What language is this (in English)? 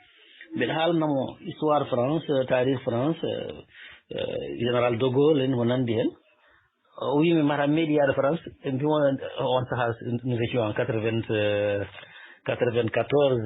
Fula